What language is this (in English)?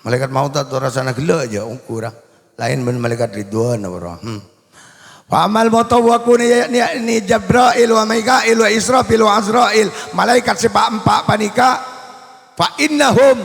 Madurese